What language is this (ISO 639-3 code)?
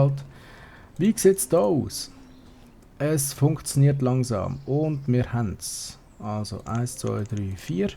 gsw